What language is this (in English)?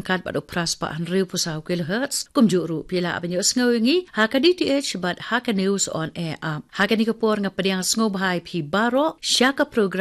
Khasi